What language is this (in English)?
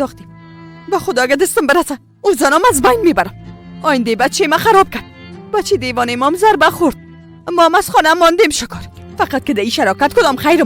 Persian